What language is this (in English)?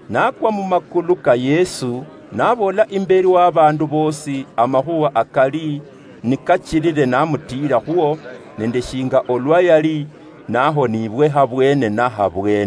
Luyia